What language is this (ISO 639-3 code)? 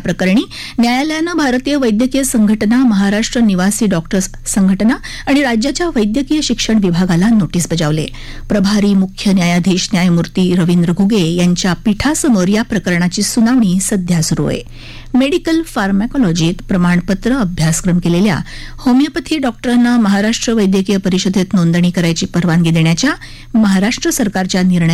mar